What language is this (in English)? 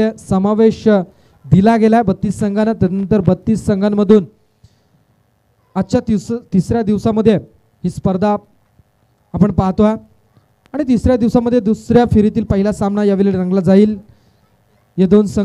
Marathi